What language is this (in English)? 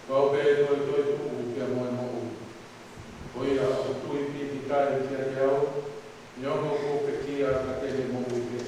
Tongan